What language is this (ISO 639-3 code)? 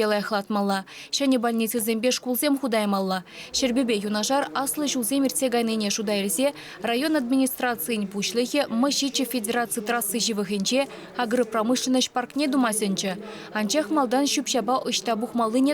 chv